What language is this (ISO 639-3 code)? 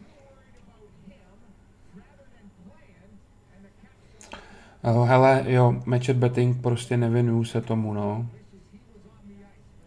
ces